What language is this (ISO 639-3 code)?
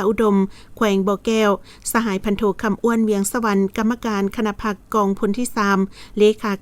lao